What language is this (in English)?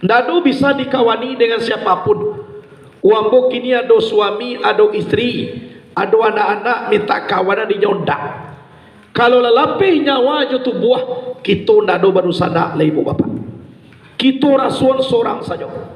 Minangkabau